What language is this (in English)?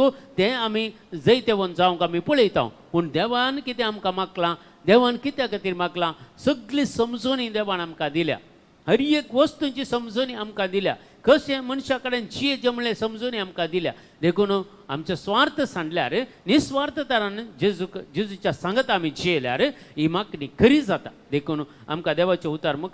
Konkani